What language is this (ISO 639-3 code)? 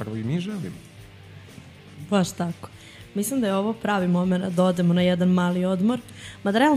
srp